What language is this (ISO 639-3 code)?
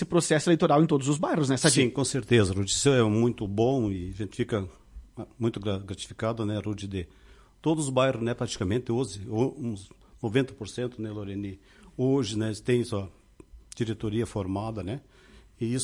por